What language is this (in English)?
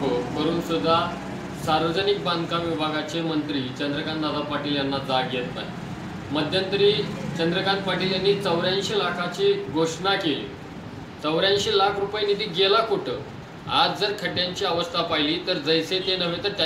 Marathi